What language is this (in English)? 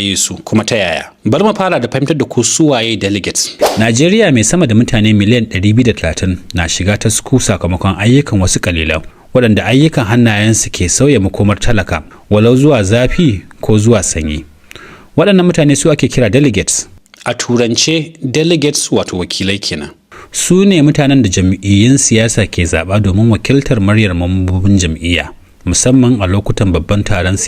Hausa